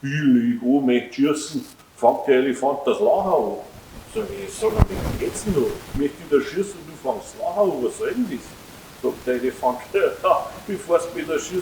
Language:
Bavarian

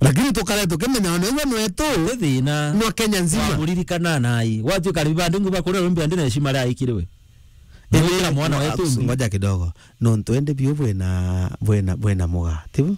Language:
Meru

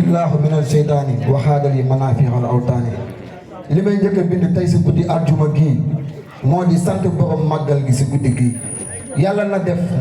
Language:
Wolof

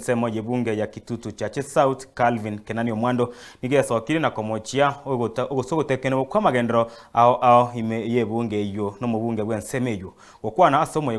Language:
Gusii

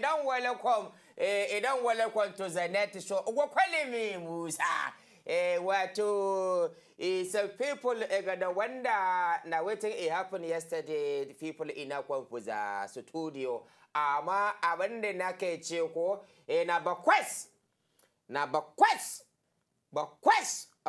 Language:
Nigerian Pidgin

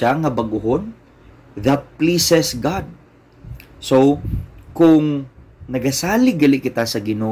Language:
Hiligaynon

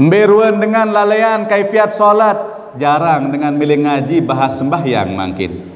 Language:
Sasak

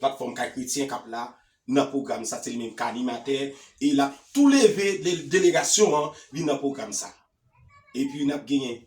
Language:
Haitian Creole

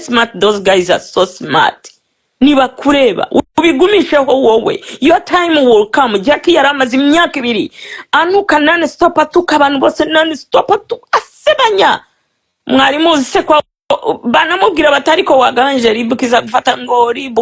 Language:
Kinyarwanda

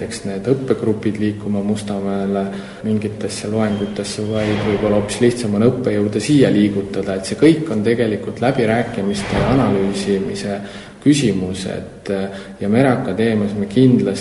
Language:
Estonian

